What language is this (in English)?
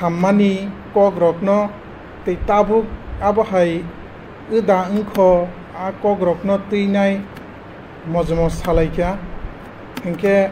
Kok Borok